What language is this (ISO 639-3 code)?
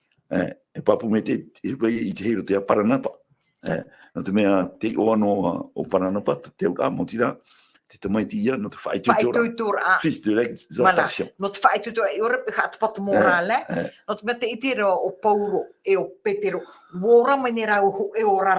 tah